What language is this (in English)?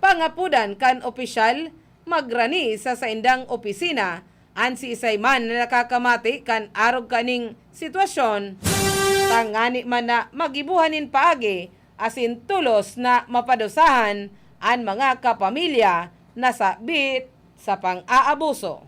Bikol